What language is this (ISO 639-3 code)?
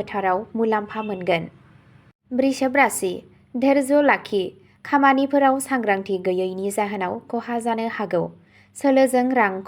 brx